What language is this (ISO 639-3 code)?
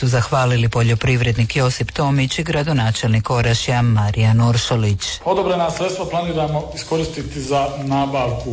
hrv